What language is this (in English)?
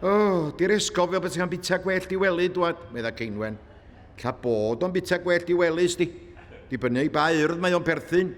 Welsh